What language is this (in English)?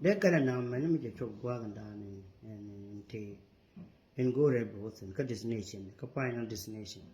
Nuer